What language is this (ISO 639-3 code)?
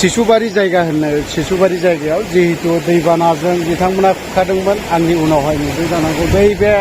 brx